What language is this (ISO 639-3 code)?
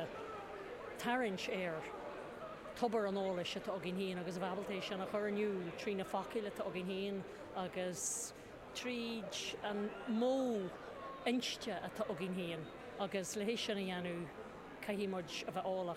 gle